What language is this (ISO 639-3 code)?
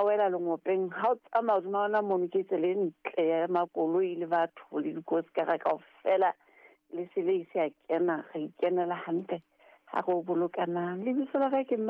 sot